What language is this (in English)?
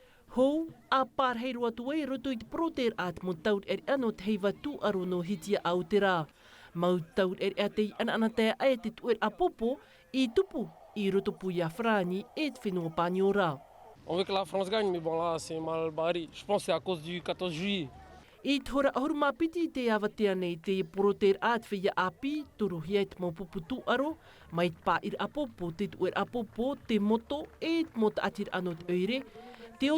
Tahitian